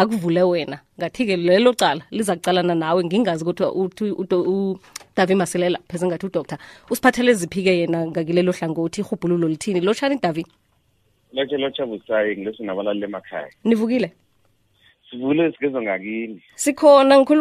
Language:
South Ndebele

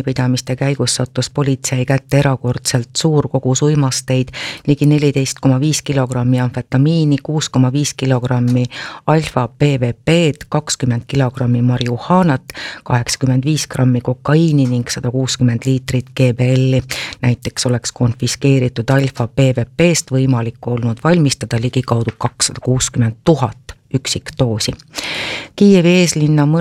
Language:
Estonian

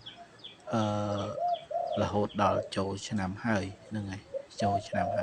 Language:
Khmer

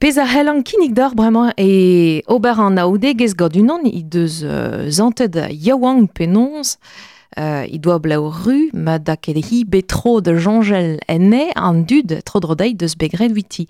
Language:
Breton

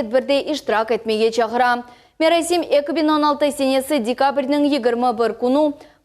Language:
Crimean Tatar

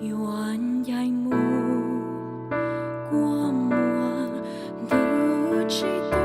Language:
Hmong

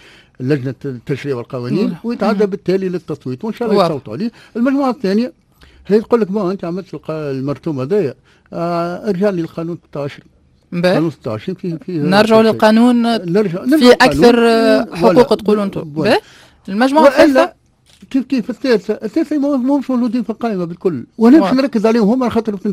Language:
Tunisian Arabic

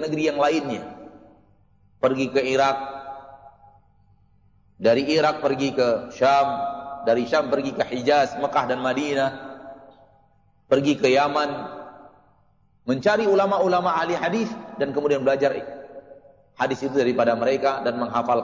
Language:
Indonesian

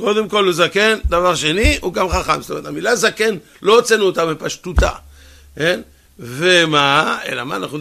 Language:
Hebrew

